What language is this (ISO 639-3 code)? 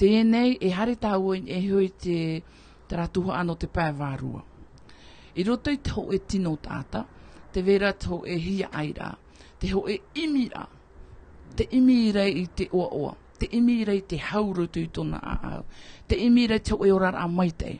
tah